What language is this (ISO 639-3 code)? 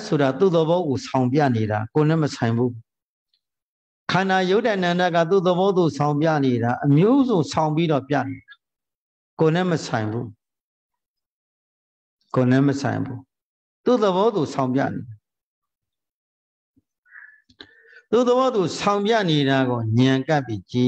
mya